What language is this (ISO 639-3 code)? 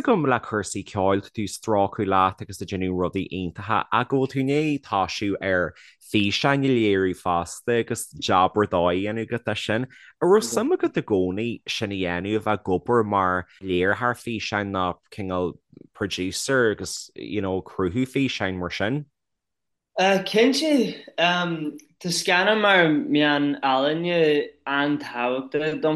gle